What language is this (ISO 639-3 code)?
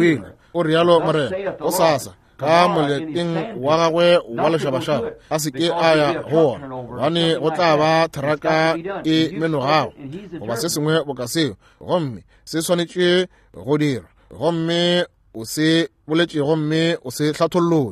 nso